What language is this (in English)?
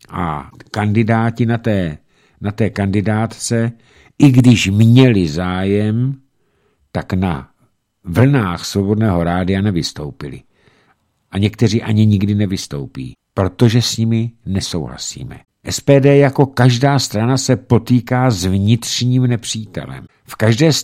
Czech